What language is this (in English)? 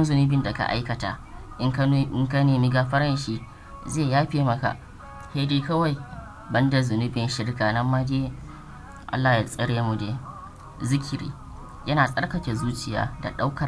Hausa